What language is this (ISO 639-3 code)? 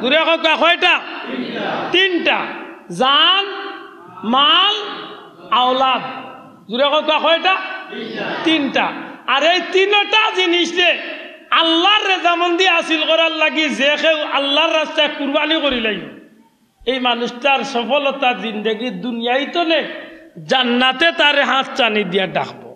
syl